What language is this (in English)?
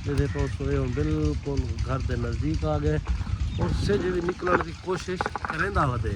Saraiki